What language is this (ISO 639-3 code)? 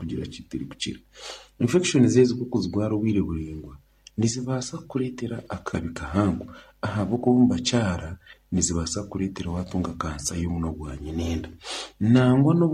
nyn